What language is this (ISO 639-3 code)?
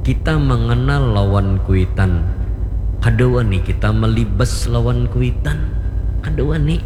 bjn